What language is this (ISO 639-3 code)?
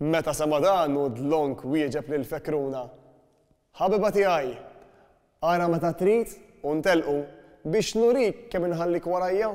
mlt